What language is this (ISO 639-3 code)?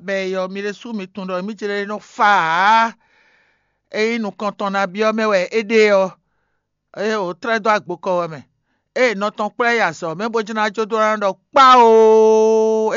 fon